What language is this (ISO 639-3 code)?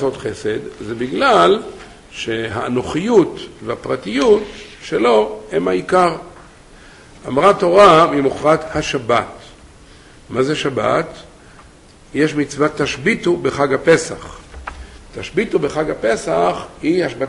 heb